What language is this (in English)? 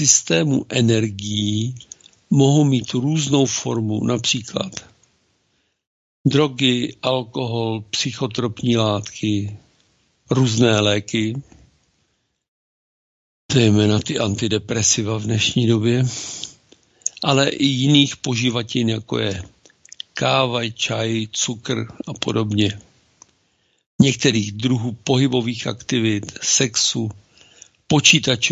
Czech